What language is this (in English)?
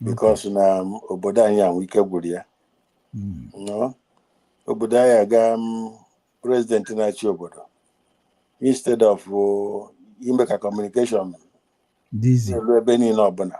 Igbo